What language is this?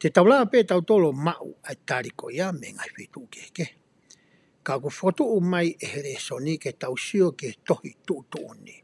Tongan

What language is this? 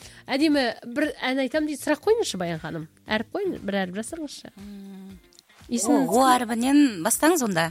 Kazakh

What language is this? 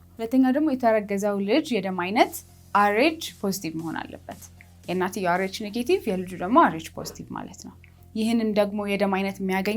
Amharic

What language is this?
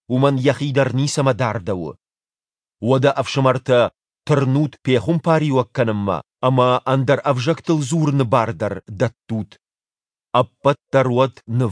Ossetic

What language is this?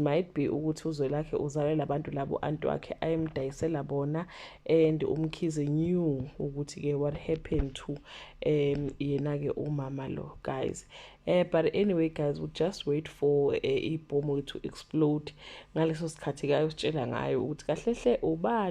Zulu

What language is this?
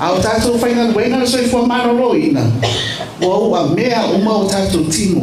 Samoan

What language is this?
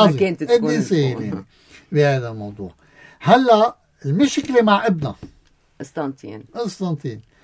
North Levantine Arabic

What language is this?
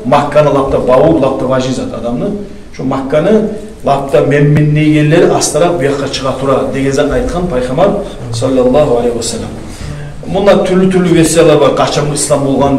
Kumyk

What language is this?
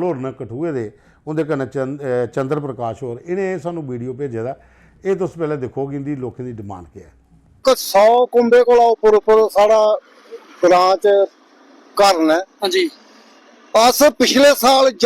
Dogri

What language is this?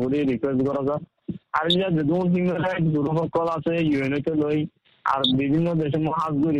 Bangla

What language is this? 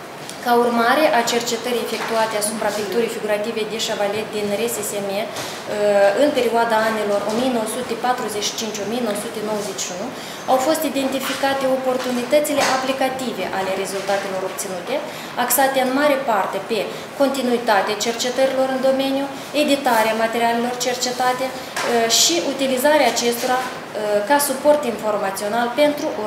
Romanian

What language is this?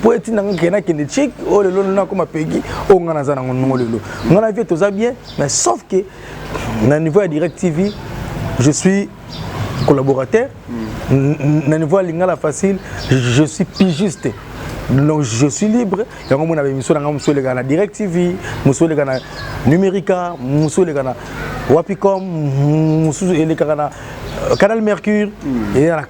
Lingala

